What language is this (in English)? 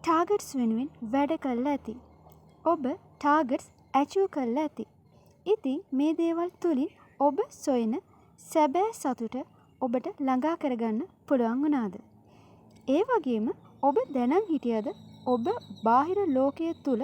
Sinhala